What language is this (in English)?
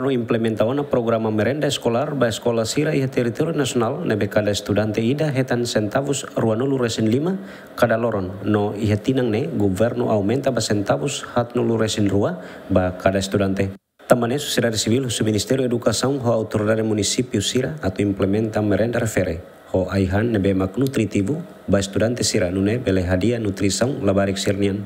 Tetum